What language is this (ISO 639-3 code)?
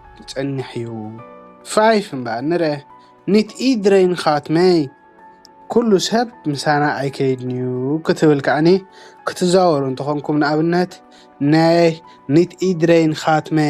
tir